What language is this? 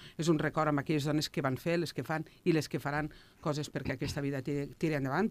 Catalan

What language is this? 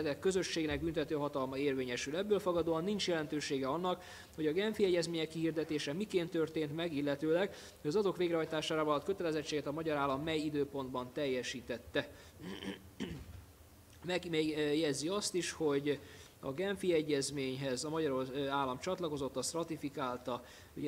Hungarian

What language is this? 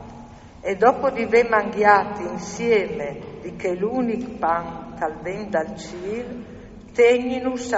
Friulian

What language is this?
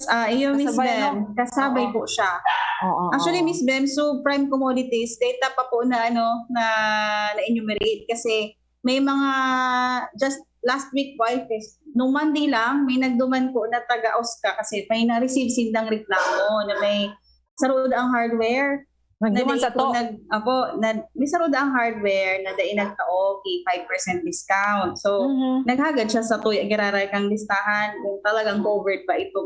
Bikol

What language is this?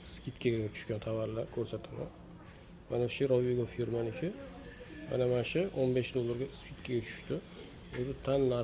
Uzbek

